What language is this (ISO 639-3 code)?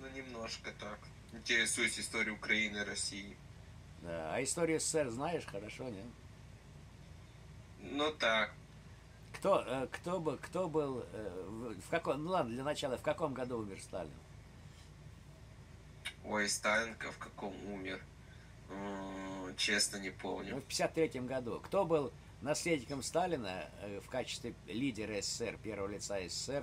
rus